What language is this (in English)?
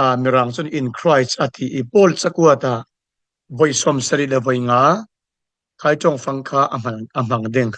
Falam Chin